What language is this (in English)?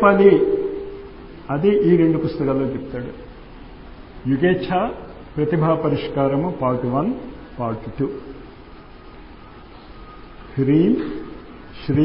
Telugu